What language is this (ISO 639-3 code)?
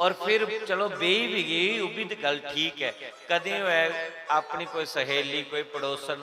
doi